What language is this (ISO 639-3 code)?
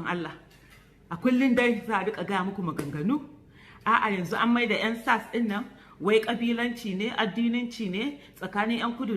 hau